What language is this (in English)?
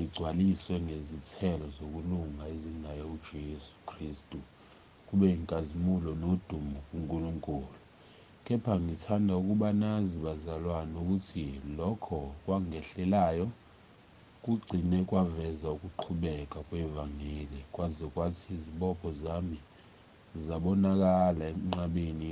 Zulu